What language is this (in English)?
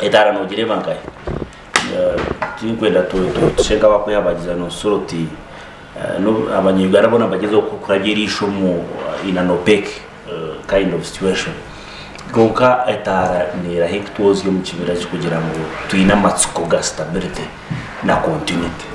Nyankole